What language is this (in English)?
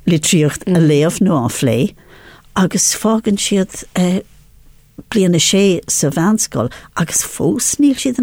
Irish